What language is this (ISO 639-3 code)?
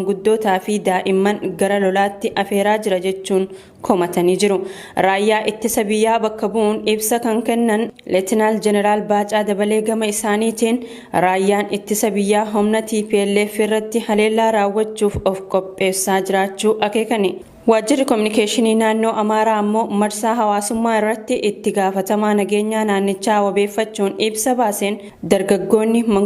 orm